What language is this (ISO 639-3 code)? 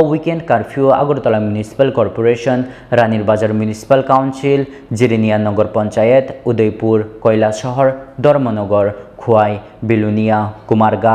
trp